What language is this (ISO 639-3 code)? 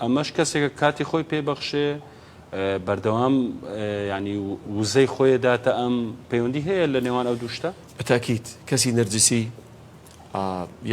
ckb